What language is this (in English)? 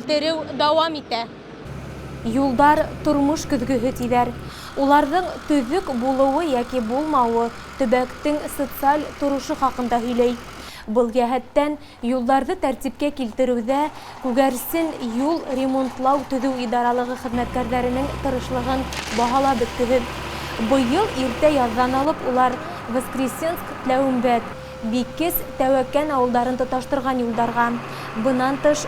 Bashkir